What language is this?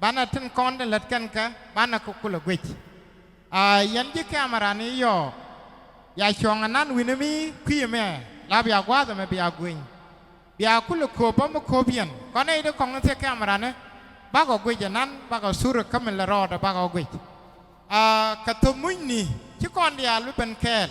Nuer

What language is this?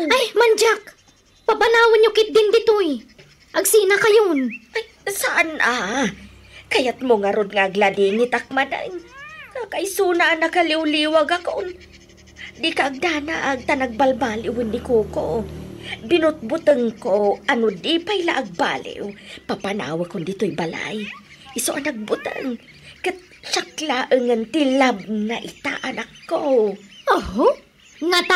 Iloko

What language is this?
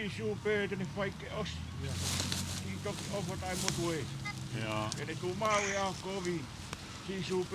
Tongan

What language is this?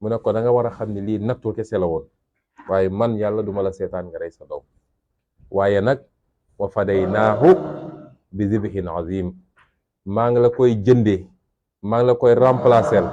Wolof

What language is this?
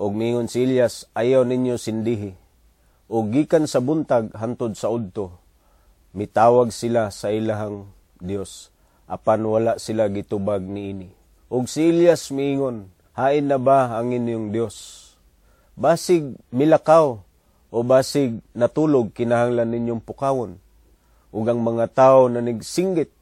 Cebuano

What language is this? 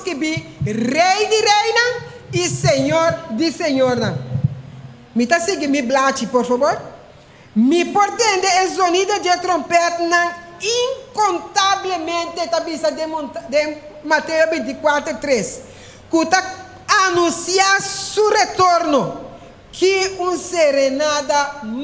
Papiamento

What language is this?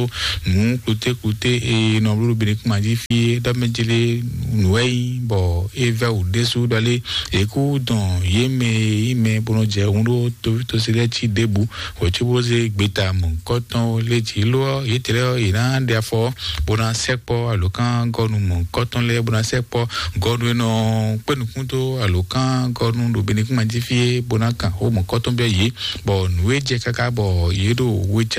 Fon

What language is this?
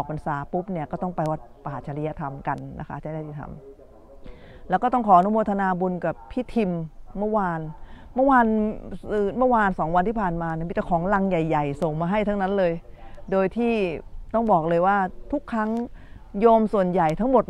Thai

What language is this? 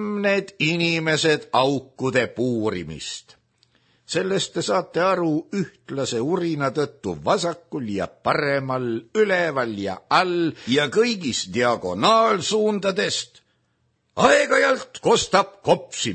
Estonian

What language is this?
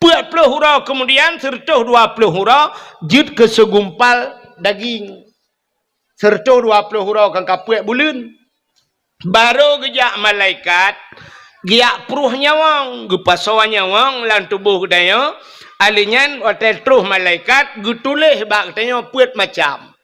Achinese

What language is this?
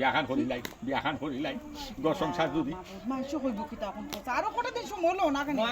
Sylheti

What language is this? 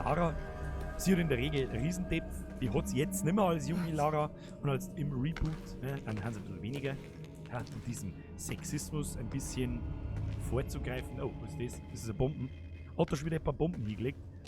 Bavarian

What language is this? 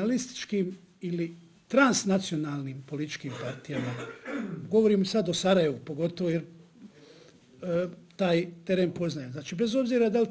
Bosnian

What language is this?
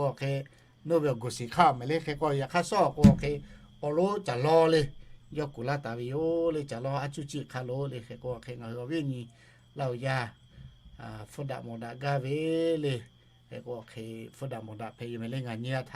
Lahu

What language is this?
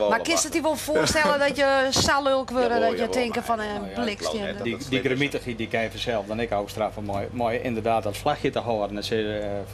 Western Frisian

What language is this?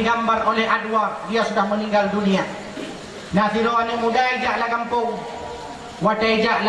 Achinese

